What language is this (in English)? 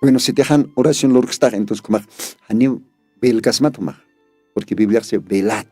Aymara